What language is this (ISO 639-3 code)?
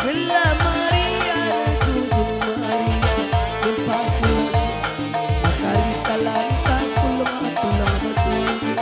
btx